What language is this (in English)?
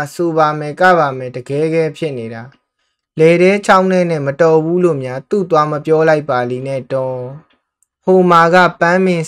Burmese